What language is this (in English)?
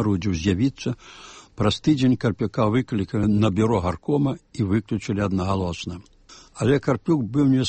Belarusian